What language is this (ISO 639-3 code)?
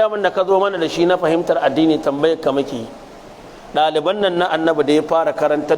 hau